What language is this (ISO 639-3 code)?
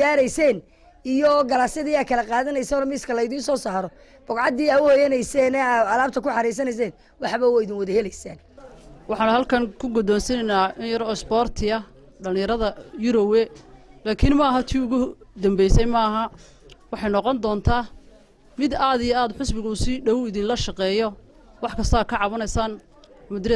som